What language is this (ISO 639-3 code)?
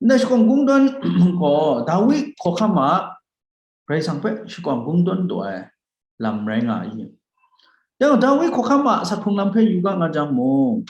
kac